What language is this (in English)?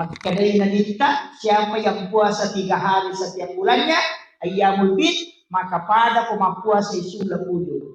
Buginese